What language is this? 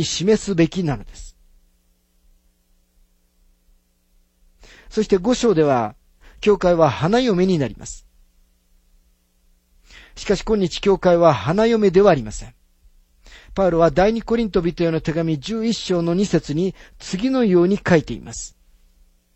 Japanese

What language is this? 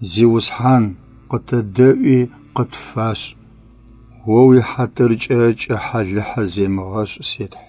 Adyghe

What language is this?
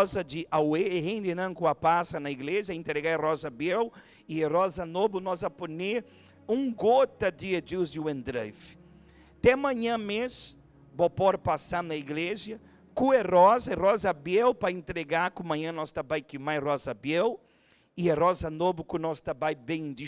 Papiamento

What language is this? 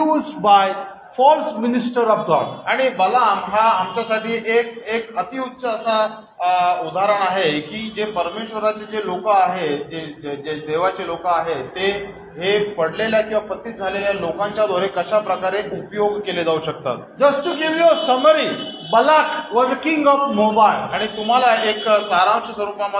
Marathi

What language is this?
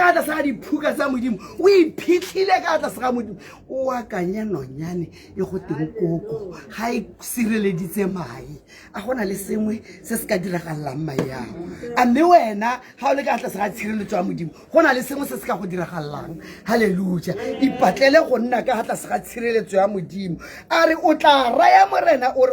Tswana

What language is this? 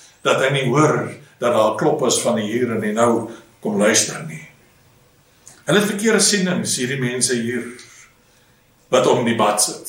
Afrikaans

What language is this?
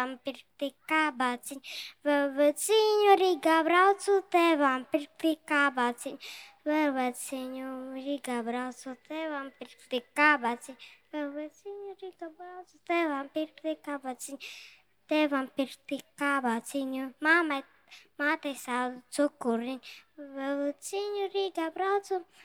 Latvian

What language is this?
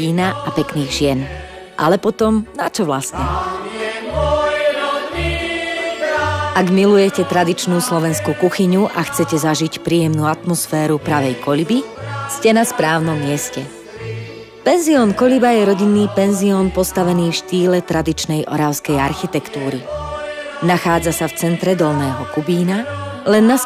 Slovak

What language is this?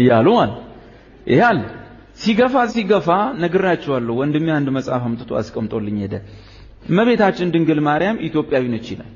Amharic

